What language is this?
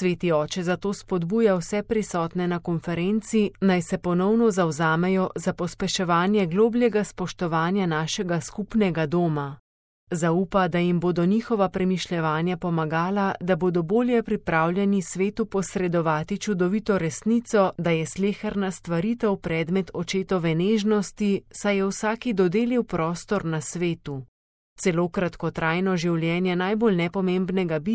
Slovenian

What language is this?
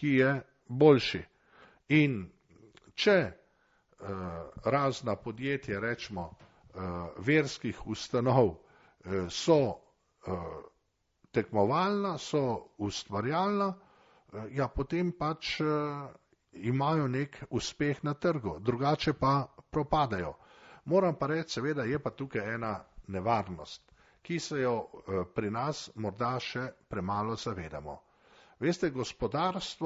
Slovenian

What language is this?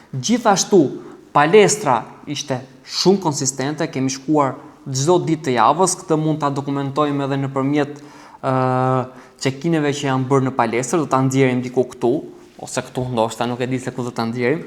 Albanian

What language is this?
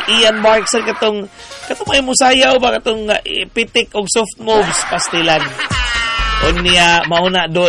Cebuano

